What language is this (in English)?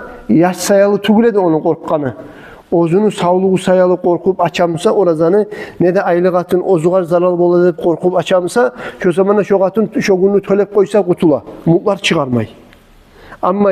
Kumyk